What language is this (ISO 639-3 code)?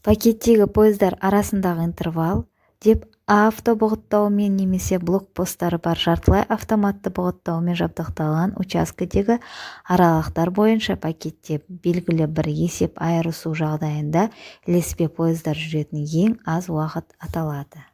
kaz